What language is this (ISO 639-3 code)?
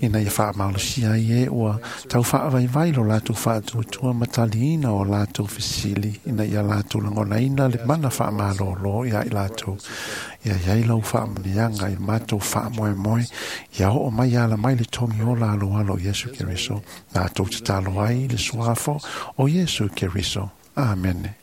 smo